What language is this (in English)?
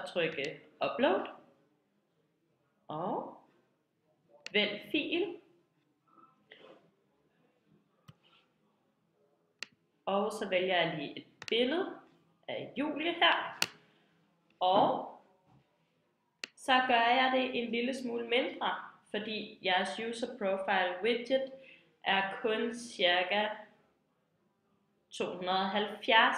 Danish